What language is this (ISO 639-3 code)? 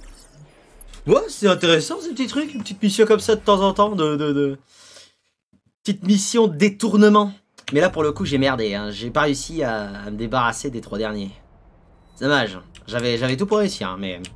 fra